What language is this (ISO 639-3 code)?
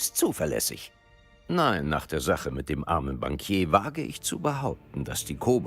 bar